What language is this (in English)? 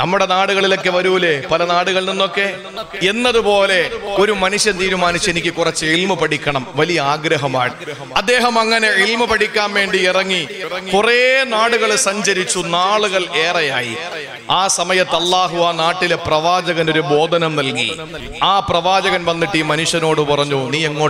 Malayalam